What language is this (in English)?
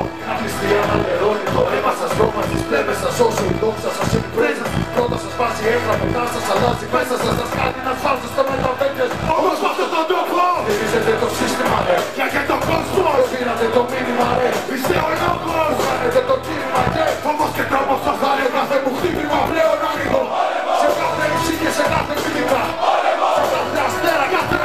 Greek